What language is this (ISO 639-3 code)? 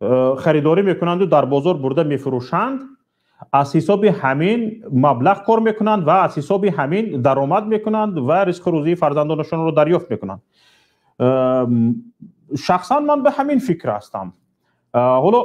tgk